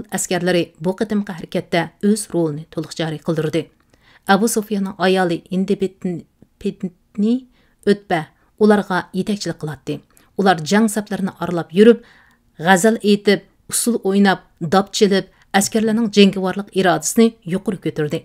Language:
Uyghur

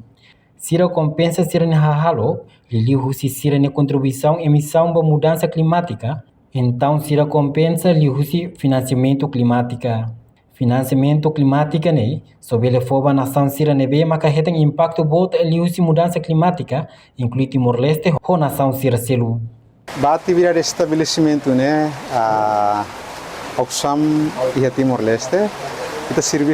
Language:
Tetum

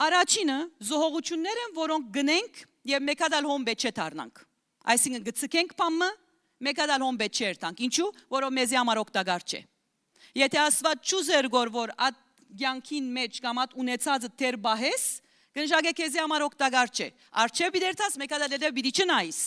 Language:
Western Armenian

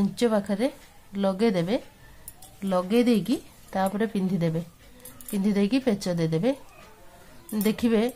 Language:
Odia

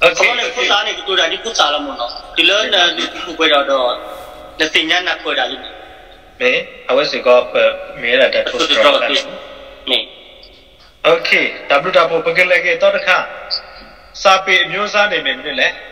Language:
S'gaw Karen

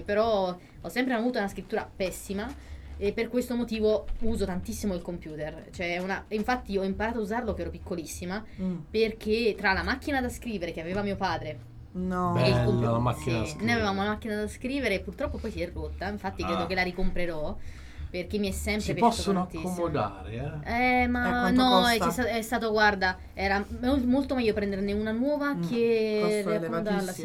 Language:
Italian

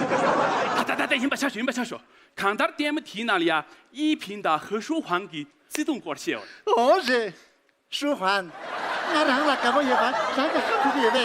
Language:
Tibetan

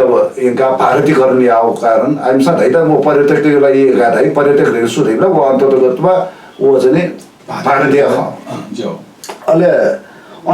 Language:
Newari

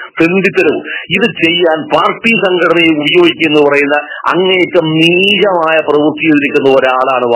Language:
Malayalam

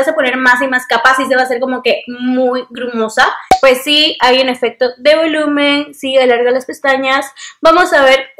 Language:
Spanish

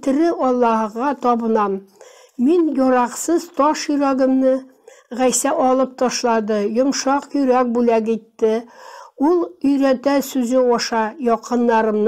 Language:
Tatar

